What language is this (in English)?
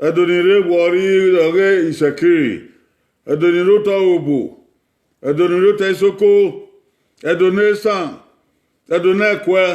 Bini